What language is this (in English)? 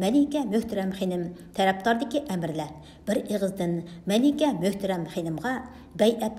Uyghur